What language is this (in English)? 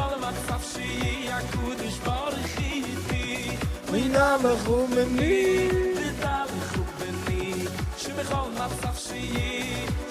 Yiddish